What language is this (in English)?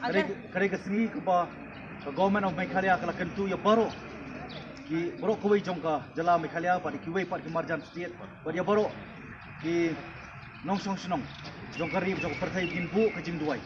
Khasi